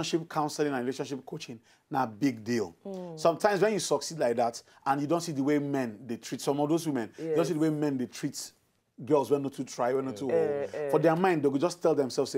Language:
Nigerian Pidgin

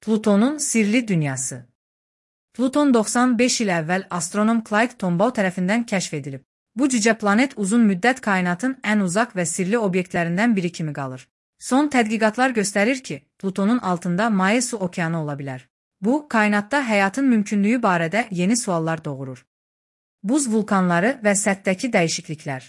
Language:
Azerbaijani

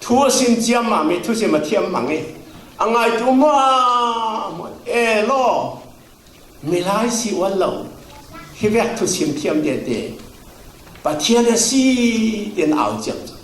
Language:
Falam Chin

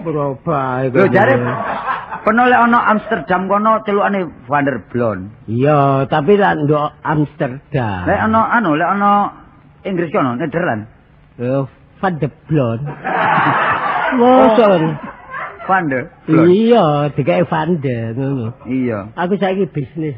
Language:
Javanese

